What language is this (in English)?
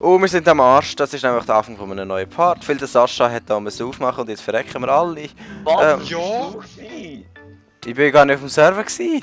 Swiss German